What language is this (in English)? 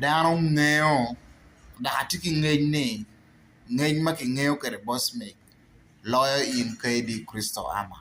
Acoli